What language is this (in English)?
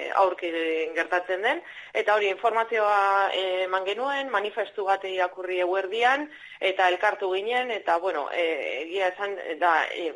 Basque